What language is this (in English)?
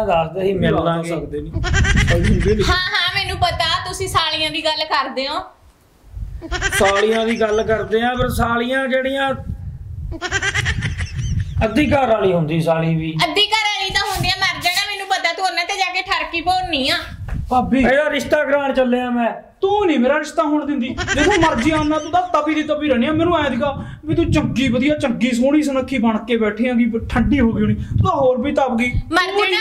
Punjabi